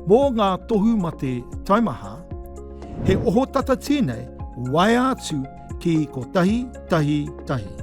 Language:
Māori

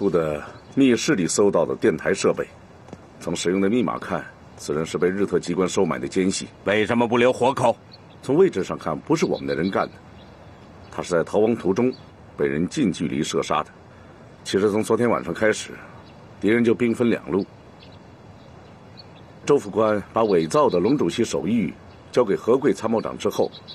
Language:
Chinese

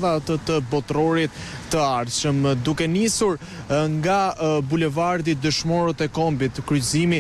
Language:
Albanian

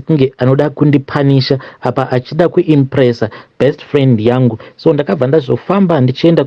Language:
Shona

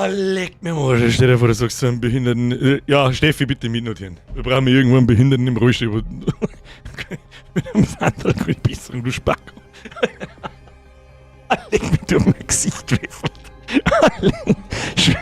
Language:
Bavarian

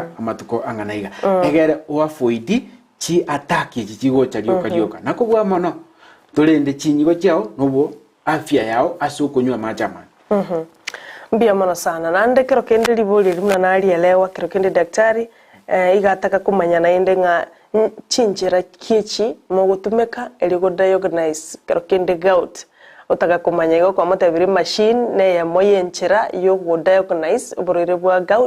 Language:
Gusii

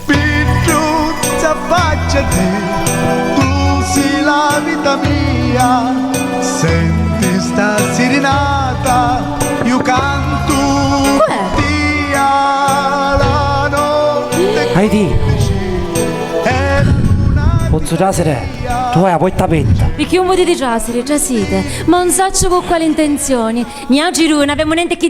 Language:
Sicilian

